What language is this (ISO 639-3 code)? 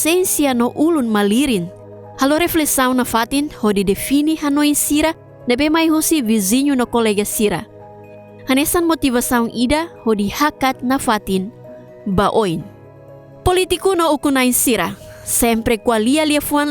tet